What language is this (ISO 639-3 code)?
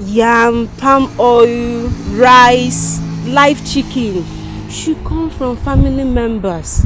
pcm